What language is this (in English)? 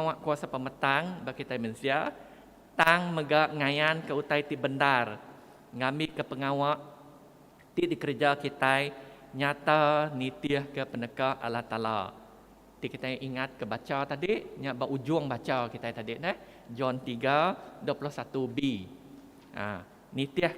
Iban